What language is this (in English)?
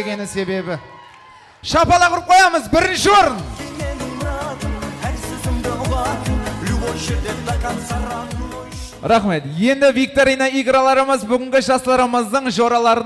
Kazakh